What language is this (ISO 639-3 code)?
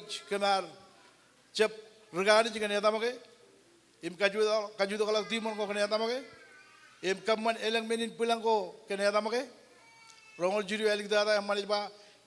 mah